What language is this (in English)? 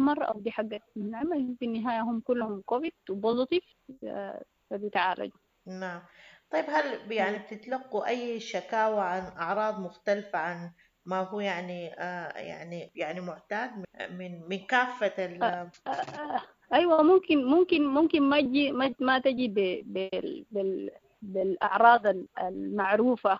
Sudanese Arabic